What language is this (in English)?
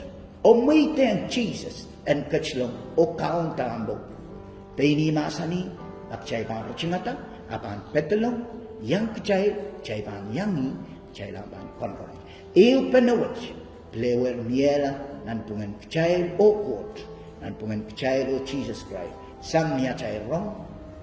Pohnpeian